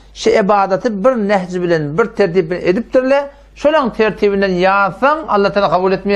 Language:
Turkmen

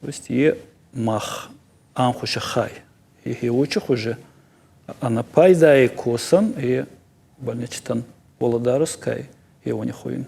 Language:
Ossetic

